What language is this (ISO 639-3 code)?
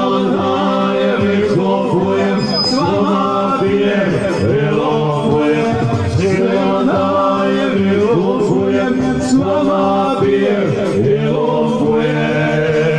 hrv